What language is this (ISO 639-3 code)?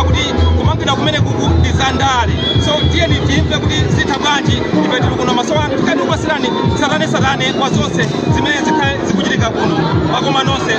nya